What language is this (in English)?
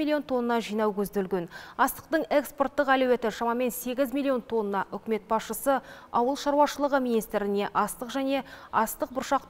Kazakh